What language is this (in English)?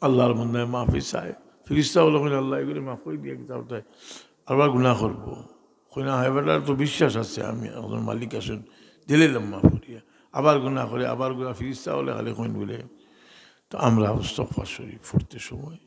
Sylheti